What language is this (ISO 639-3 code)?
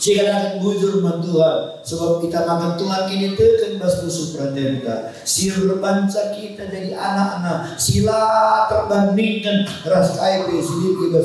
btx